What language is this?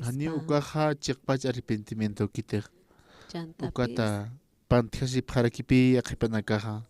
Aymara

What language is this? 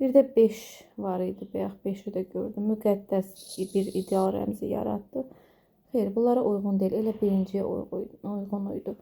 Azerbaijani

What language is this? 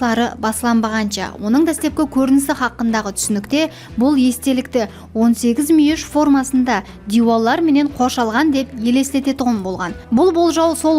Kara-Kalpak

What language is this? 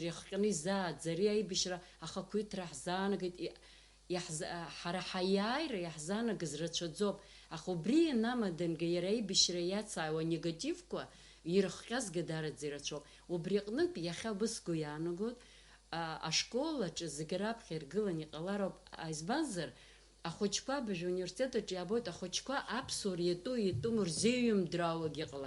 Abkhazian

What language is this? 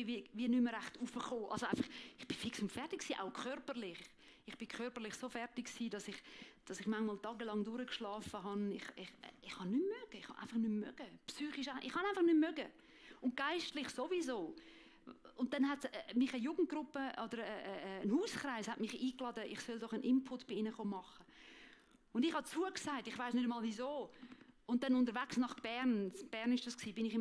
Swiss German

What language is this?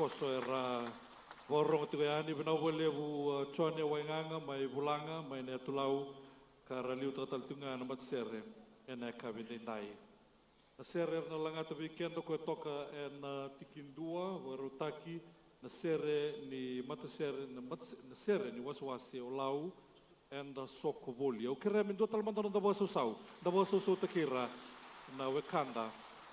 Fijian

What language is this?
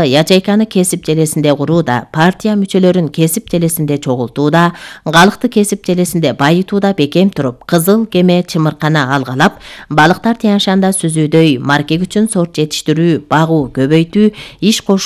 Kyrgyz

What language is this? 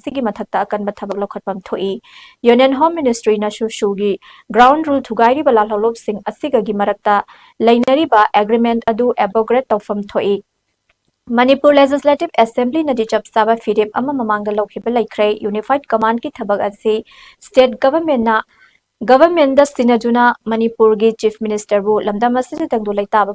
Manipuri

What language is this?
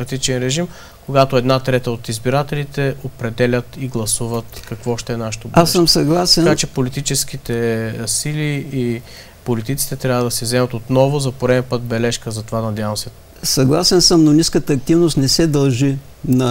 Bulgarian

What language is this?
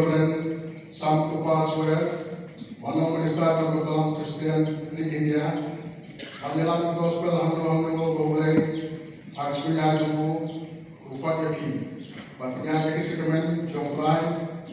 Khasi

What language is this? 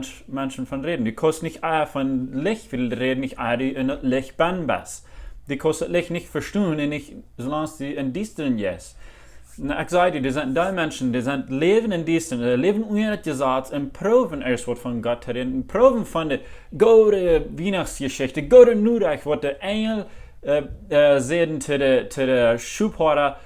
Plautdietsch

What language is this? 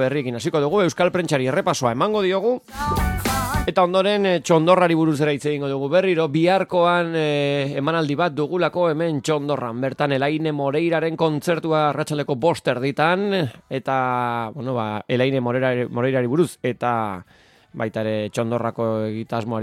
Basque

